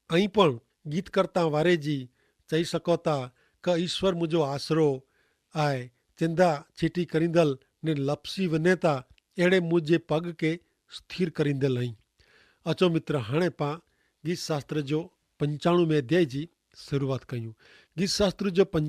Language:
Kachhi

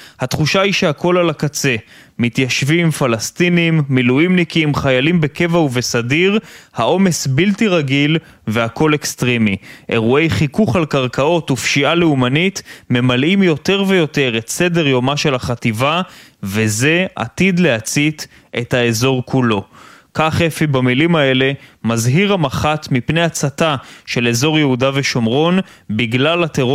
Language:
Hebrew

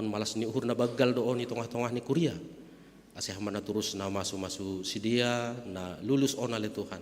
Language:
Batak Simalungun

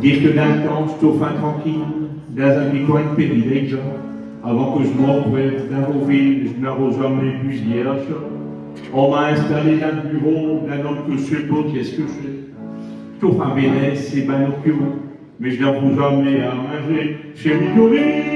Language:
Picard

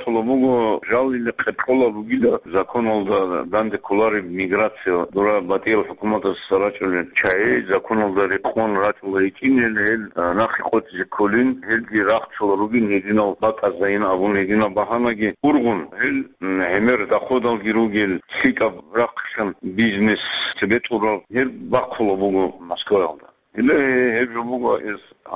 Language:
Avaric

